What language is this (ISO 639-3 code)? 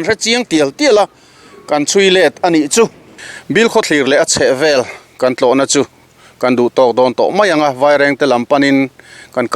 lus